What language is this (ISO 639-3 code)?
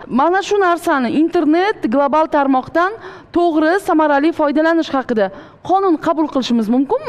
uzb